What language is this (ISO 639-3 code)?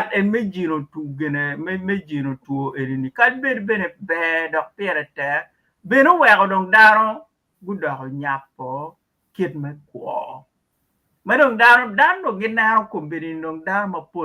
ach